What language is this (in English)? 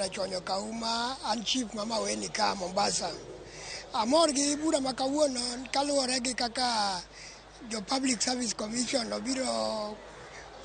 Luo (Kenya and Tanzania)